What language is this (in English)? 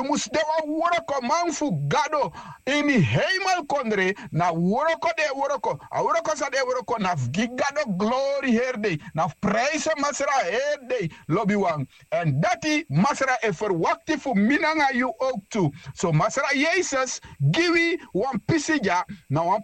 Sranan Tongo